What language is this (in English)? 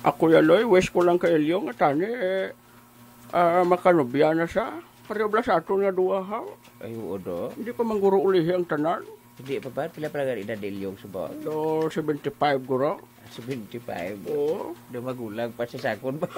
Hiligaynon